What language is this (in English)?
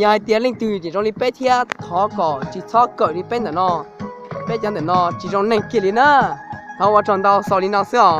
Hmong